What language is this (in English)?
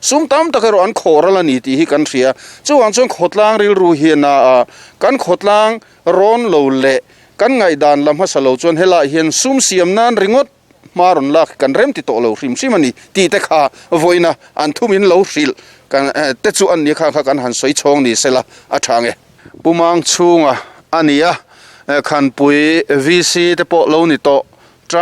Mizo